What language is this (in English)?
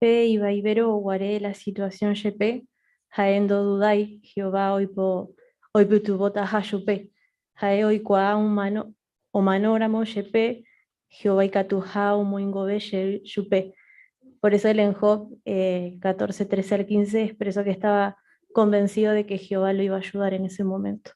Guarani